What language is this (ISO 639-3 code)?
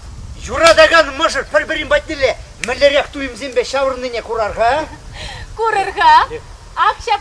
chv